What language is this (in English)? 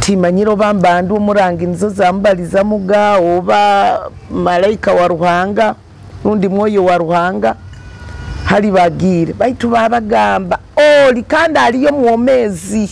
Nyoro